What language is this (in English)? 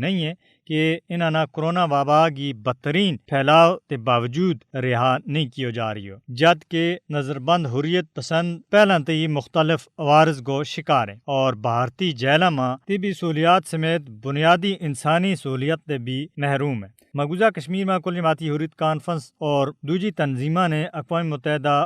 Gujari